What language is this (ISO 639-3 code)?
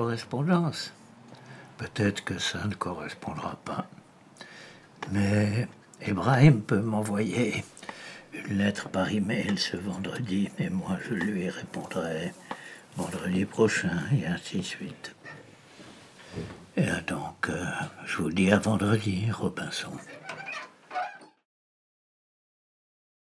fra